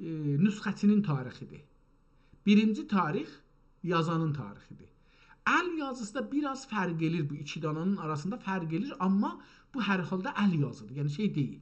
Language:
South Azerbaijani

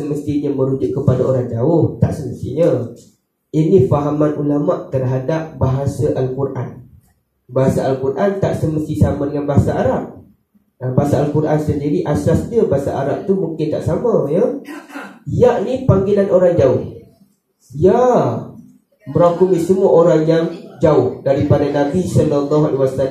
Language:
Malay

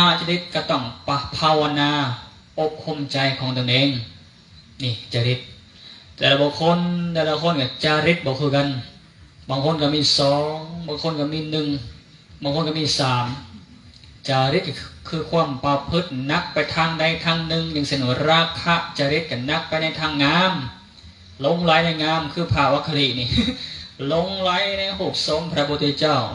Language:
Lao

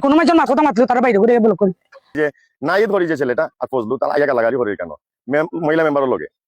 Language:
Sylheti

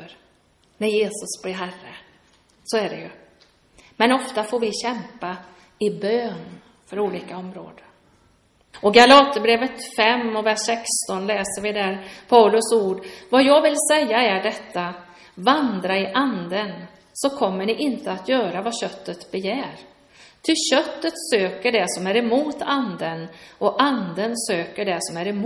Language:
Swedish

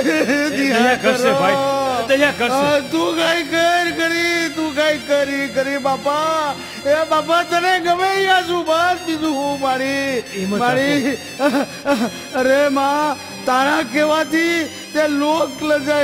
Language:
Gujarati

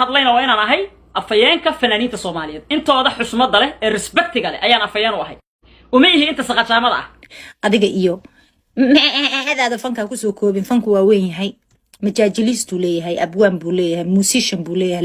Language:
Somali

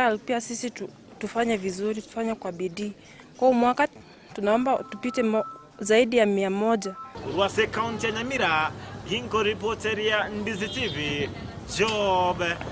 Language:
Gusii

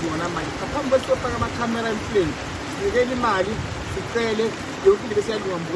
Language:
Zulu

